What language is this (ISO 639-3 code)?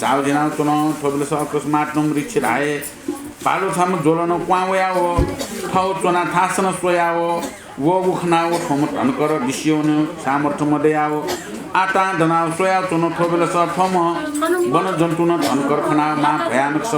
new